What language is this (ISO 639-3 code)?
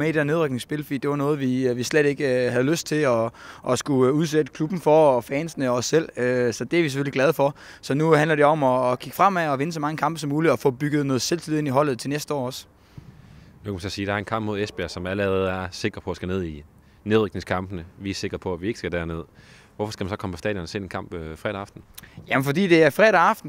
dan